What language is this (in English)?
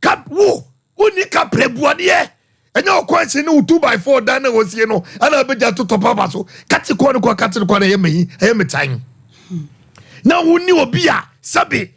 Akan